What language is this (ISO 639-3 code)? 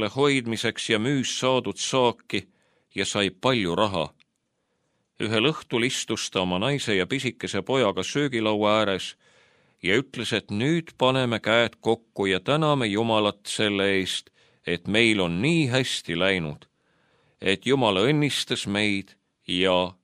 est